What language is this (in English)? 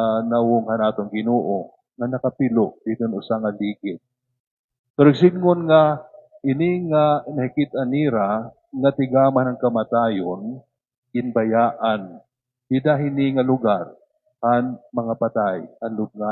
Waray